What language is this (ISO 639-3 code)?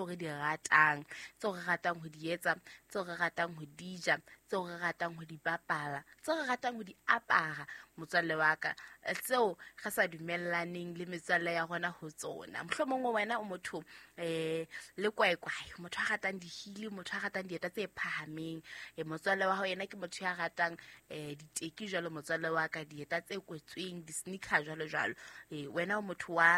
sot